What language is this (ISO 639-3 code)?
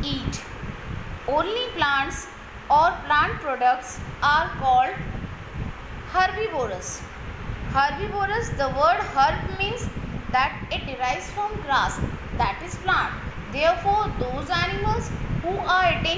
eng